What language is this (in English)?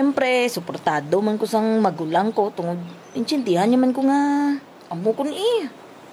Hiligaynon